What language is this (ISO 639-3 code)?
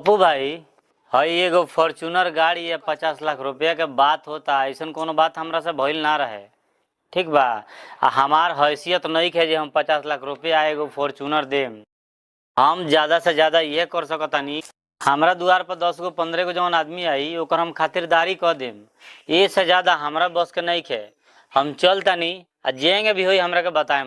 bho